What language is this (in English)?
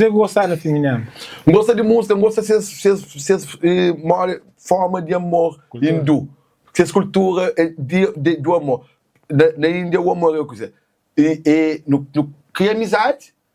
Kabuverdianu